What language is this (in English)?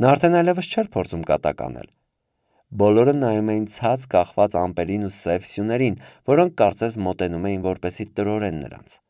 Armenian